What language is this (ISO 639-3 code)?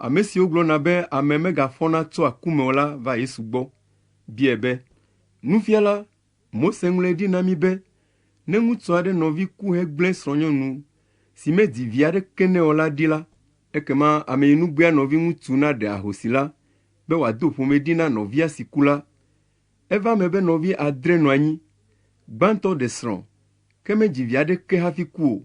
ewe